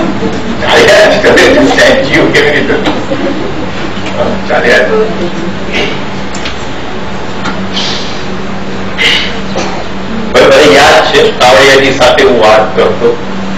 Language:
Gujarati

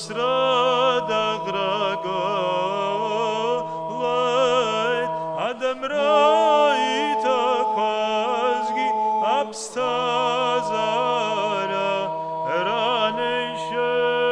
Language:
Abkhazian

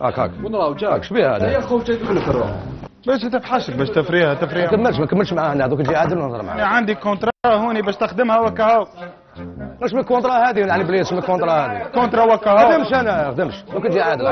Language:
Algerian Arabic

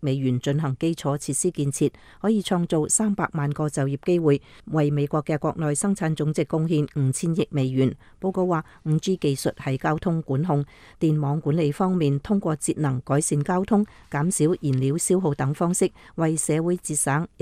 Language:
Cantonese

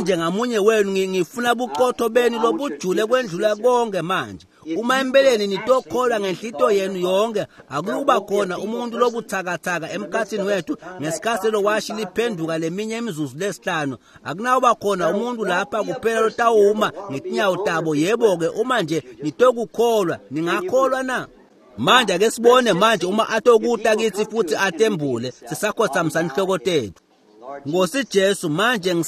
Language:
Swati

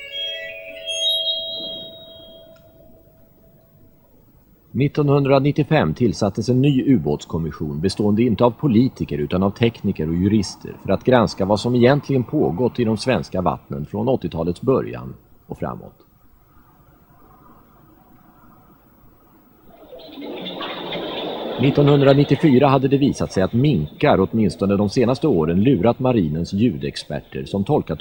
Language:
Swedish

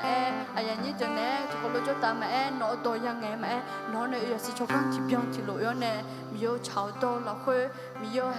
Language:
Akha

